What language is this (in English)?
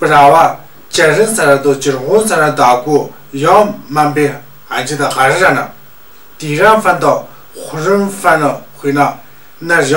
Tu